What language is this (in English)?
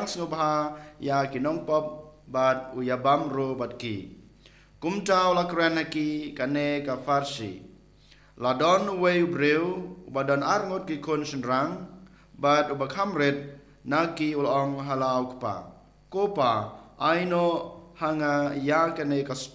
Khasi